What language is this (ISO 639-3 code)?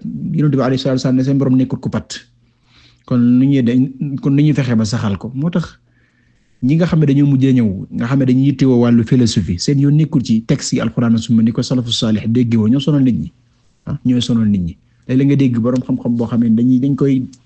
wol